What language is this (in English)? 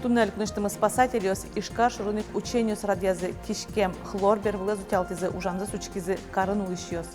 Udmurt